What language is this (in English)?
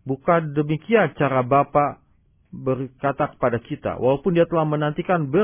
Indonesian